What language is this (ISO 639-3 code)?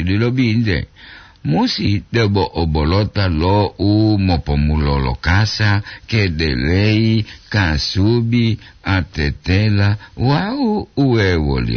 gor